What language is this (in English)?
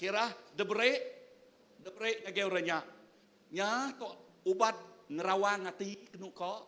Iban